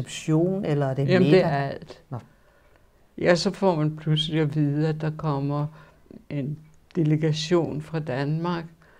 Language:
Danish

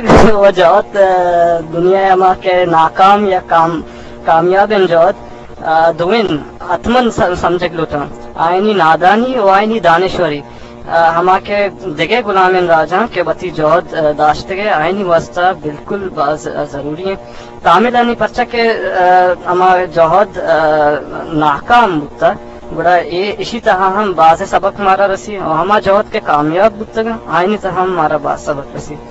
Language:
Eastern Balochi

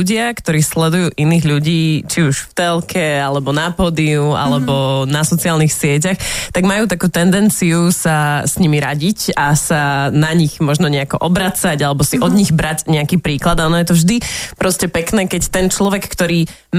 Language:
Slovak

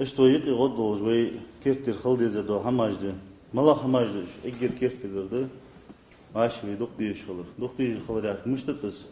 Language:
Ingush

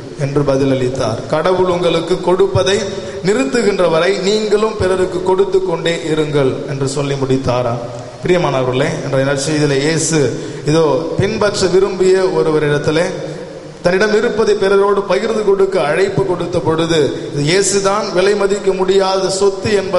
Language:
Tamil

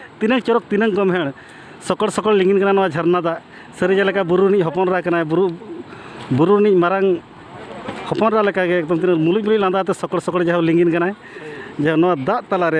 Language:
Santali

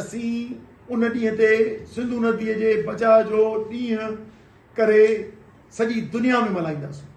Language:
Sindhi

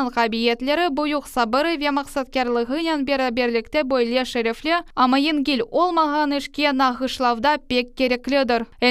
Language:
Crimean Tatar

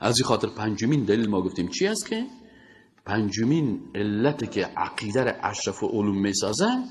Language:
Persian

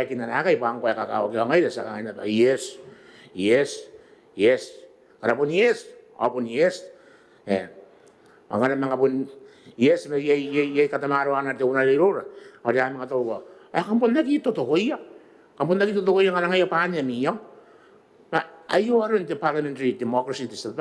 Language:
Gilbertese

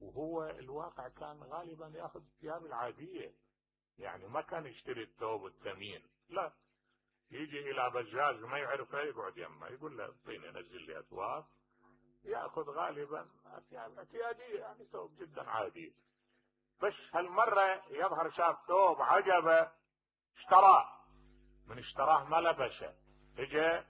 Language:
Mesopotamian Arabic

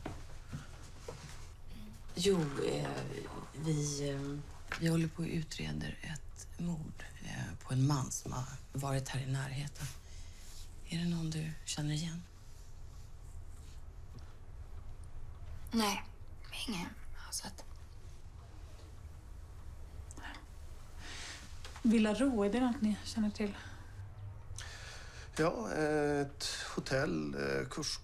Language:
Swedish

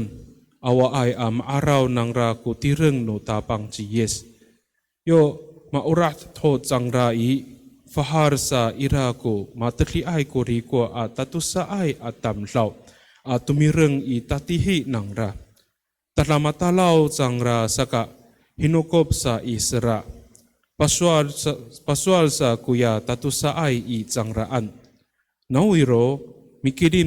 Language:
Amis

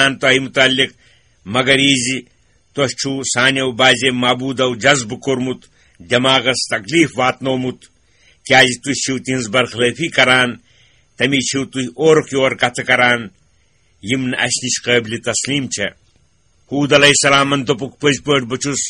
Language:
Kashmiri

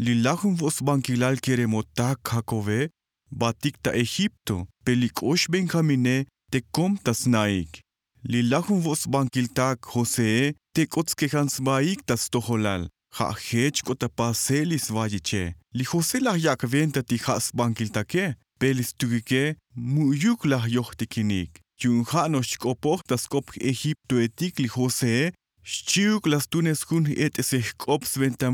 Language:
Tzotzil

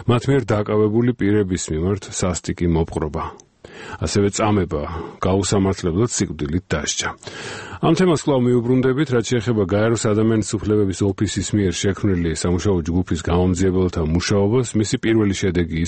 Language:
Georgian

